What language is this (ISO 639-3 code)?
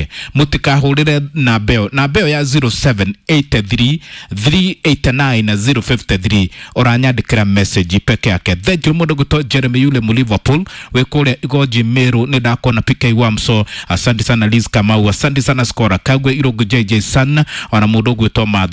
kik